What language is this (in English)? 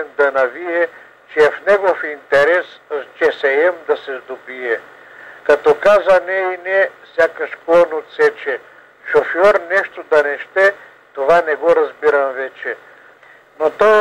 Bulgarian